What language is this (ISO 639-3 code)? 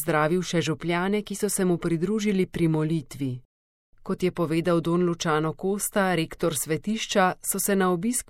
slv